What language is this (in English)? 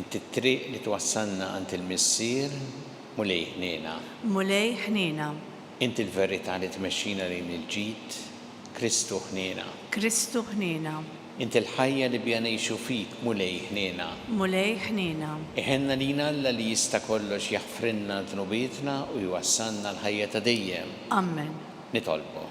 Maltese